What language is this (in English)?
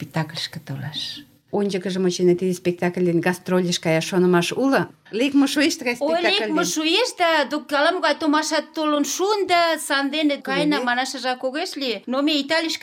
Mari